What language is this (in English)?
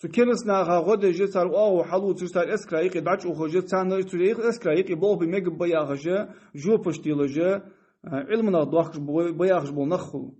Ingush